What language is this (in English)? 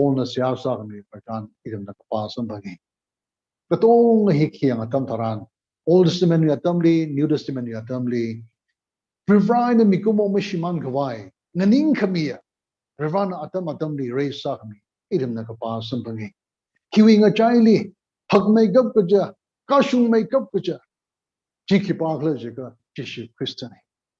Tangkhul Naga (India)